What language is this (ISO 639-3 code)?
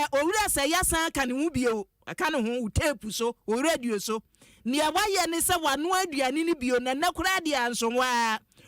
aka